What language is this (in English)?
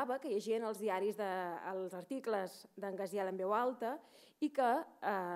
Catalan